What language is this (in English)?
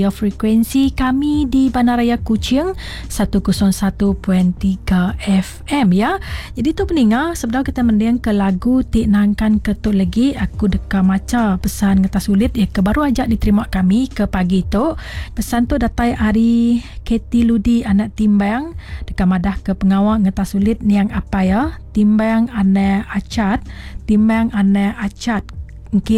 Iban